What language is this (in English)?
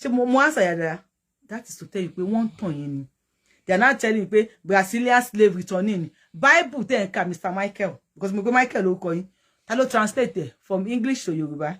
Yoruba